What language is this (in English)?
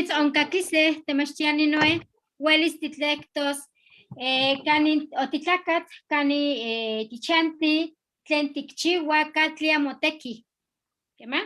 Eastern Huasteca Nahuatl